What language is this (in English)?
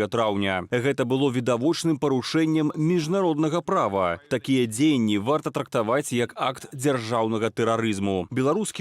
Belarusian